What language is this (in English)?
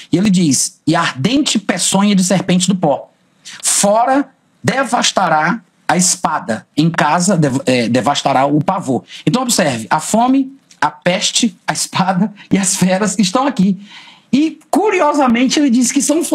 Portuguese